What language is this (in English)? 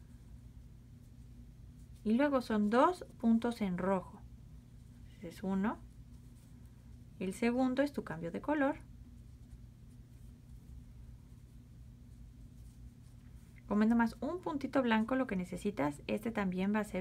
Spanish